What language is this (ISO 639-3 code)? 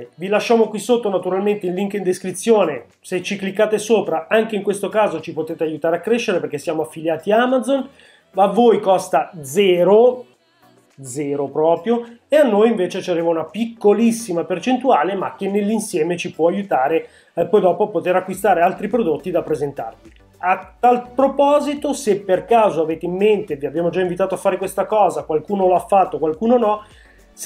ita